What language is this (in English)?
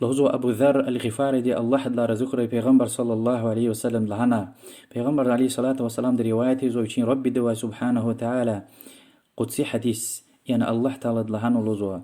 Lezghian